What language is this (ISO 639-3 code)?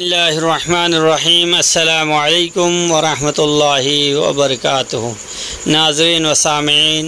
rhg